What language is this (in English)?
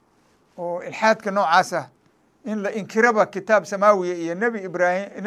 Somali